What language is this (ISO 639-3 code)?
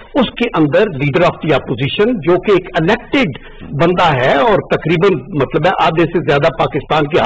urd